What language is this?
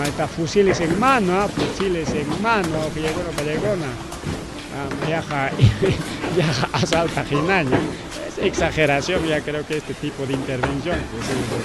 Ayacucho Quechua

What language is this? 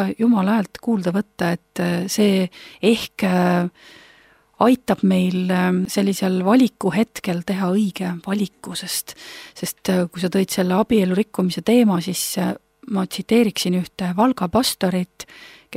Estonian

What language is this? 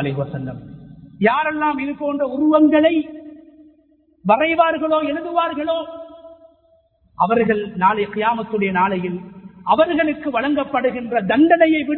Tamil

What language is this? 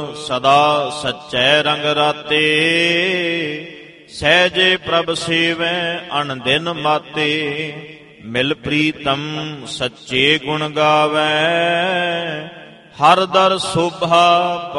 Punjabi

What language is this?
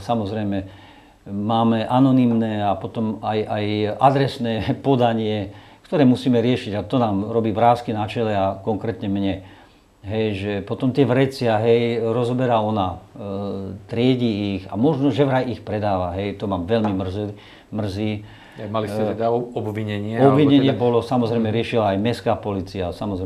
Slovak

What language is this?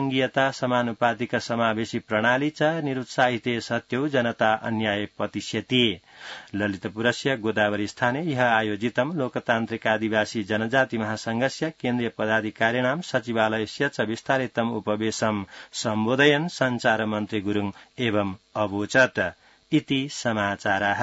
Sanskrit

